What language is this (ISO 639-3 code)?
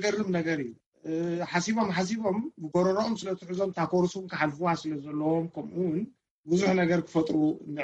tir